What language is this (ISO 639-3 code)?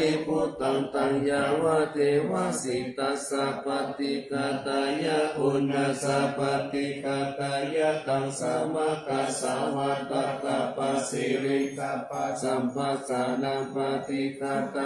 pli